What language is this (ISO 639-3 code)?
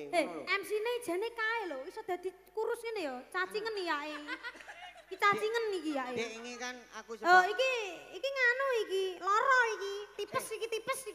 jav